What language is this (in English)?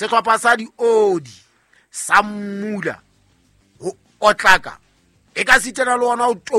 Southern Sotho